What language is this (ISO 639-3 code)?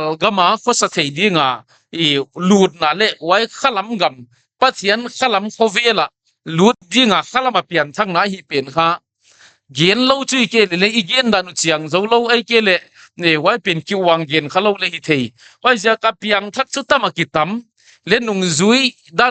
pck